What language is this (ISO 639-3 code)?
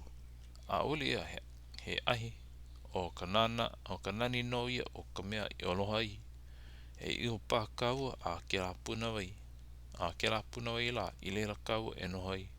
haw